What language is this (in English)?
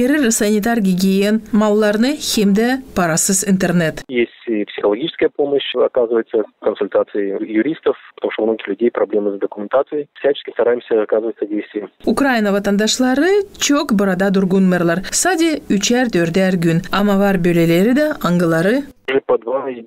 Gagauz